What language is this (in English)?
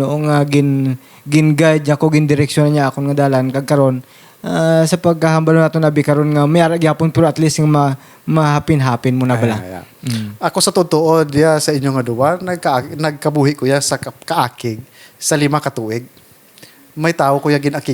Hiligaynon